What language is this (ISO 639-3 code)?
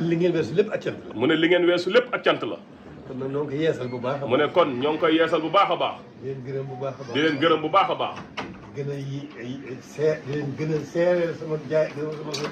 wol